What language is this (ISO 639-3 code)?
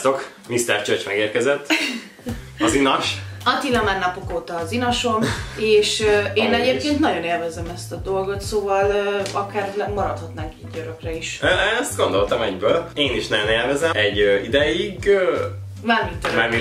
hun